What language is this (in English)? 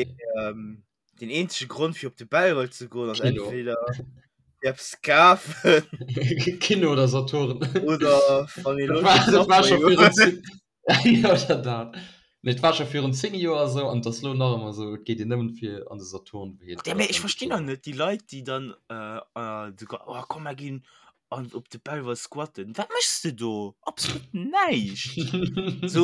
Luxembourgish